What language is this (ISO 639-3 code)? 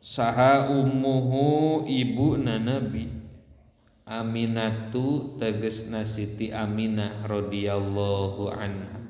sun